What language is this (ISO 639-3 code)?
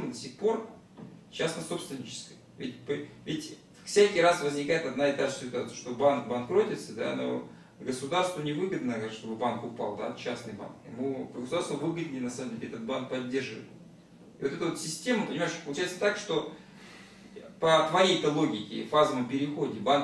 rus